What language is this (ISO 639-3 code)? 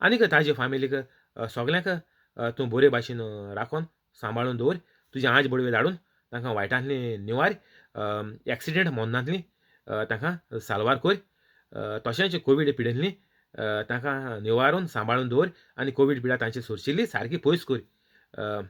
kok